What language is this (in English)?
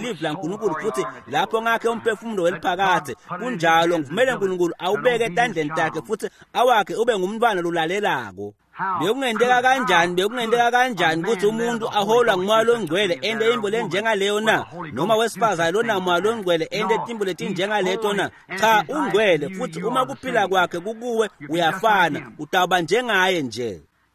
Swati